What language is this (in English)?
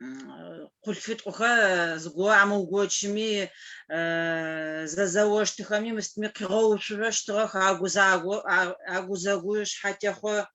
Adyghe